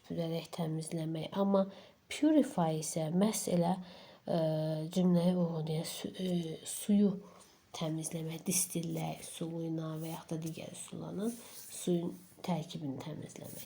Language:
Azerbaijani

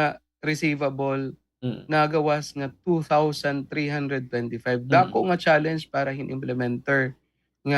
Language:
Waray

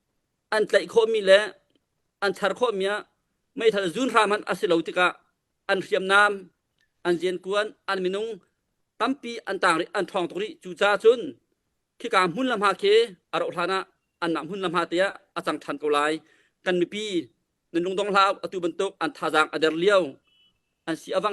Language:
Hakha Chin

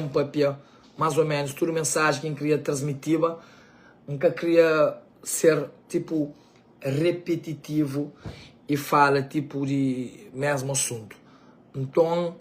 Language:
Kabuverdianu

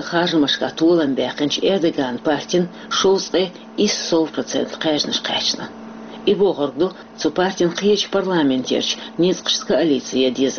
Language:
Chechen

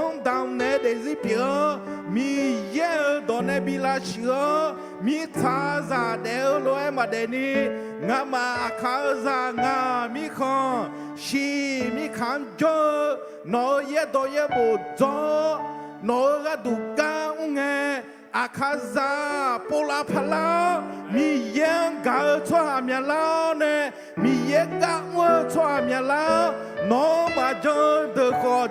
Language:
Akha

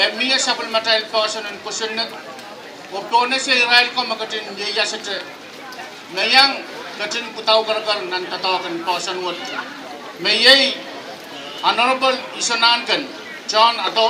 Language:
Pohnpeian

